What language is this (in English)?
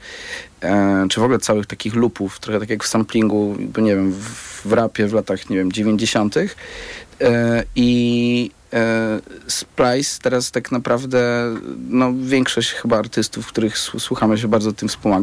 Polish